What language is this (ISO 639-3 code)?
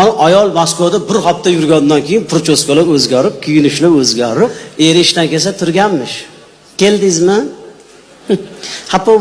uzb